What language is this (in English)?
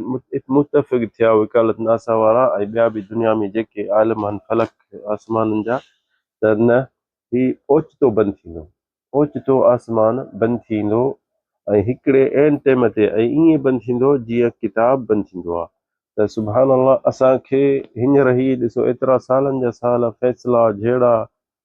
Sindhi